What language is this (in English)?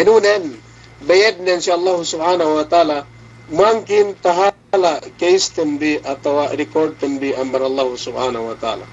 Yakan